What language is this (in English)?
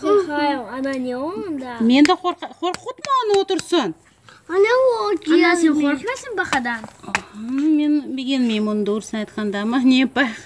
Crimean Tatar